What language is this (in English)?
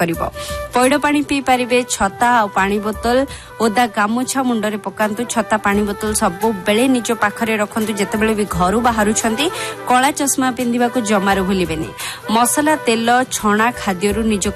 Odia